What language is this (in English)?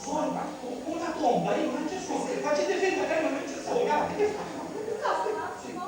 Sicilian